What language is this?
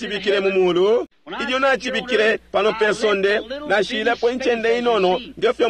Bemba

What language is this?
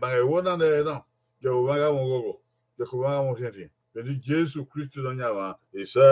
Bini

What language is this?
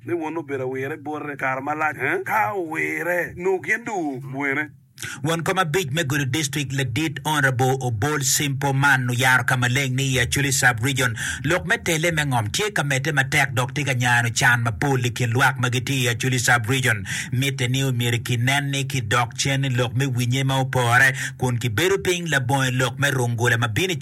Acoli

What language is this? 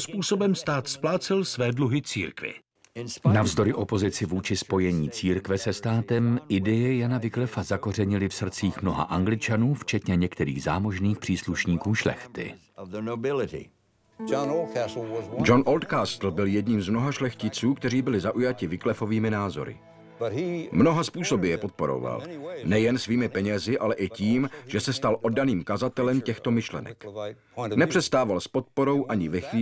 Czech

